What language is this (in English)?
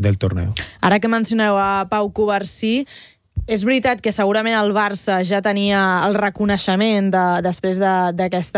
Catalan